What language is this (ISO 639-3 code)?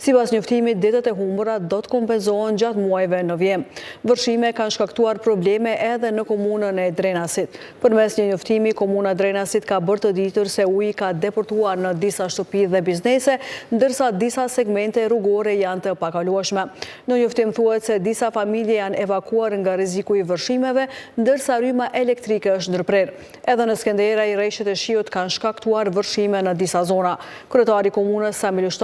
sqi